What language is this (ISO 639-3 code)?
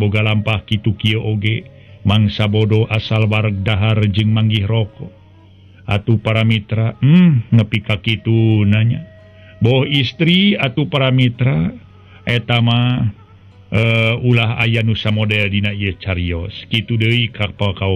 sun